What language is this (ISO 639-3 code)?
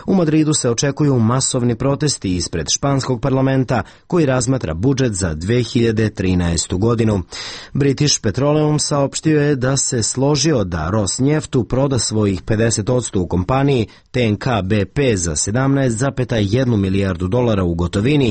srp